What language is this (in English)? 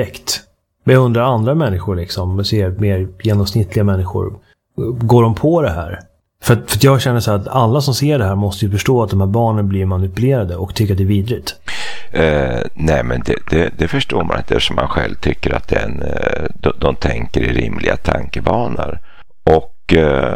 Swedish